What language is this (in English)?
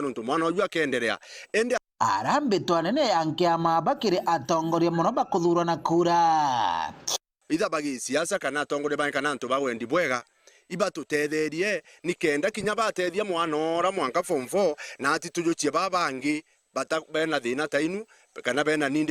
Meru